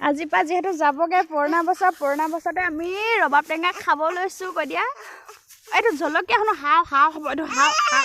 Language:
Assamese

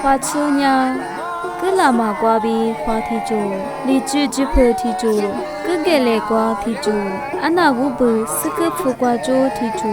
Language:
Lisu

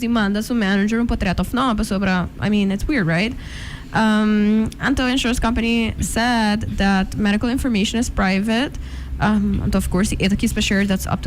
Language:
Papiamento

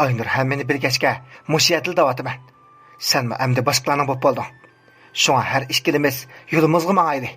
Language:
Uyghur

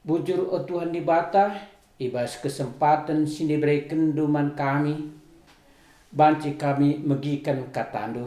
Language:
Batak Karo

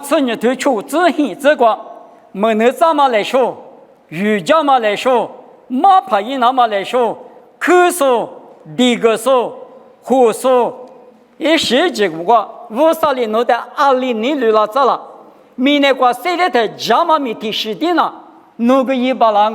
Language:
Lisu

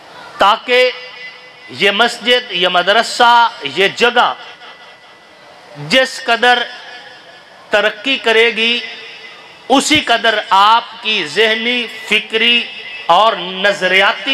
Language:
Urdu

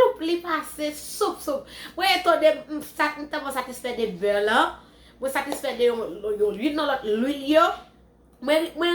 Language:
Haitian Creole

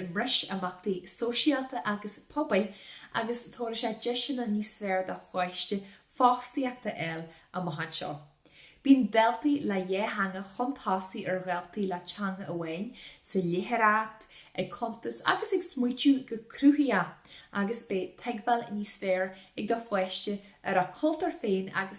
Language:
Irish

